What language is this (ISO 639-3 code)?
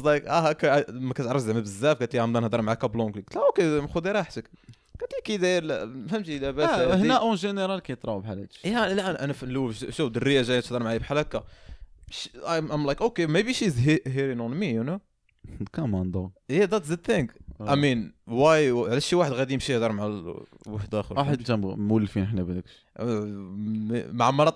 ary